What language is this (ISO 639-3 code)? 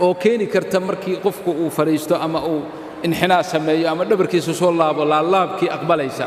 som